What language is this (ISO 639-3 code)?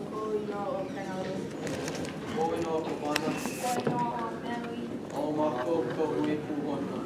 haw